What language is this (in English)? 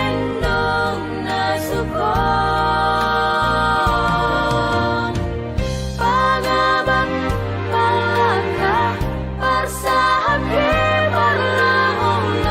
Batak Simalungun